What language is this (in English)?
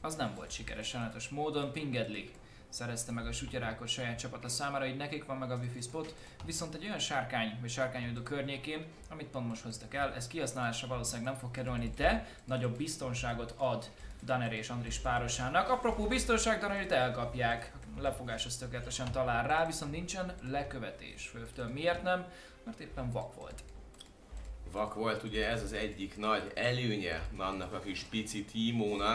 Hungarian